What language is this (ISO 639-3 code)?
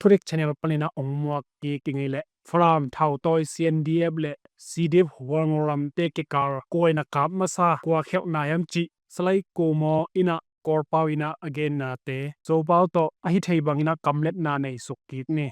ctd